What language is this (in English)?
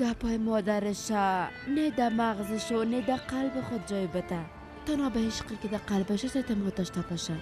Persian